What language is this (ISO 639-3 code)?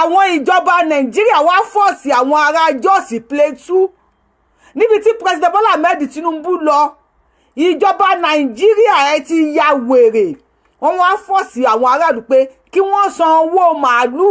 yor